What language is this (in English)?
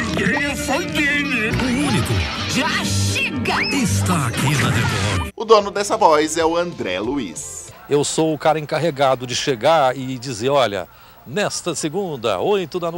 Portuguese